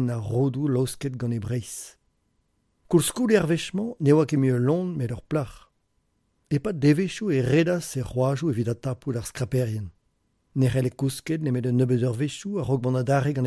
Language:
Breton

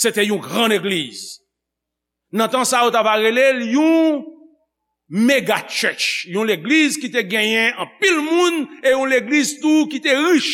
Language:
Haitian Creole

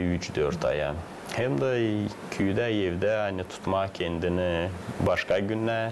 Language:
Gagauz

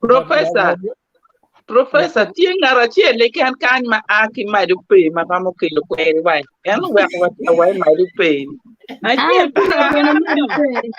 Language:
Acoli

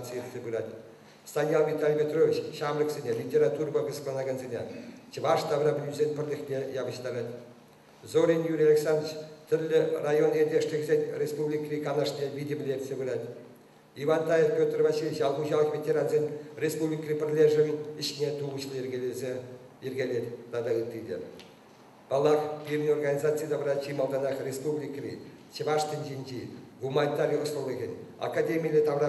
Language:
Chuvash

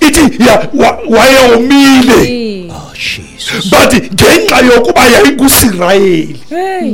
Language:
Xhosa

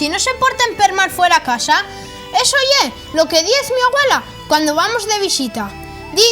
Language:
Asturian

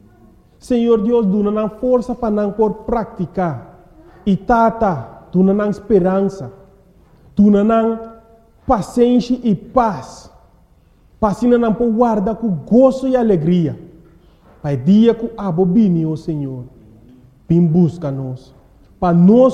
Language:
Papiamento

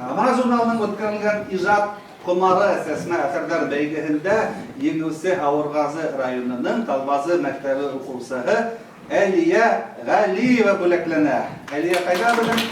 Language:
Bashkir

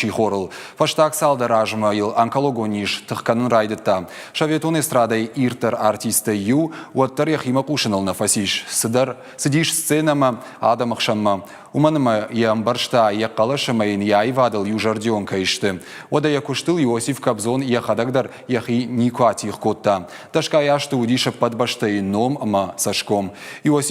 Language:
Ossetic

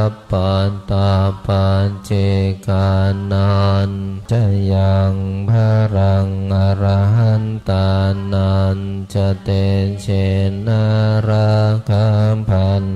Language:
Pali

